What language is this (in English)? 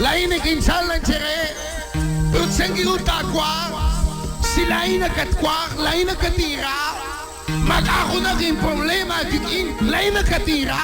Kekchí